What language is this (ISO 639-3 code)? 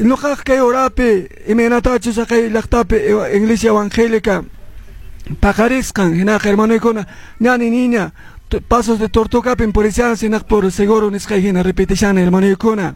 que